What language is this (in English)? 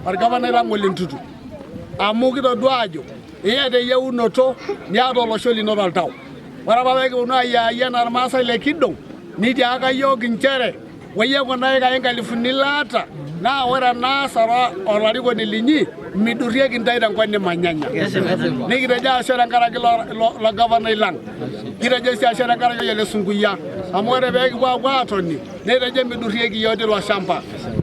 Masai